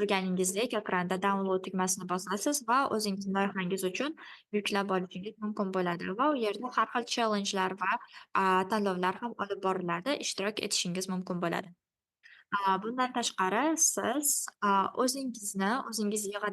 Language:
Uzbek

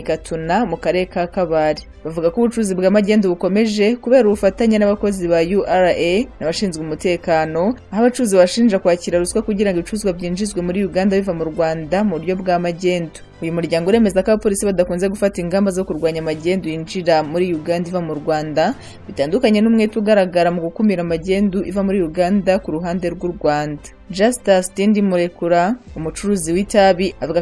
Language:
Kinyarwanda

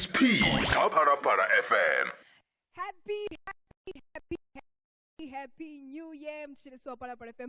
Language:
Venda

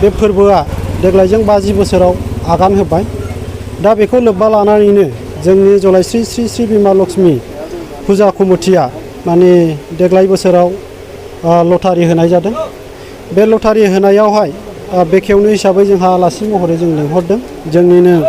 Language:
Bodo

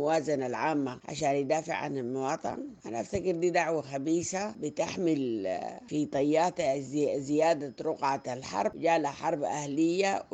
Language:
Sudanese Arabic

